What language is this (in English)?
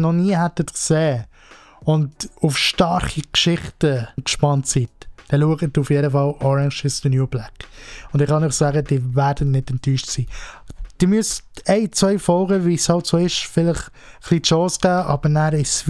Swiss German